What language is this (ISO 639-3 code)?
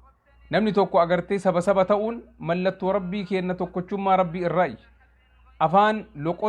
orm